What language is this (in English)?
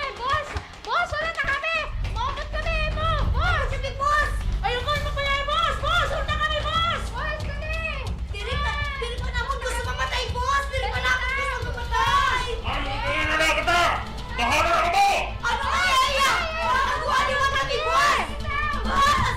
Waray